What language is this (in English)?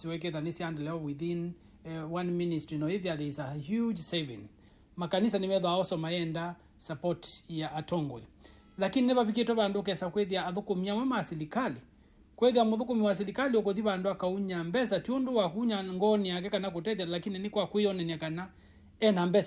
Kamba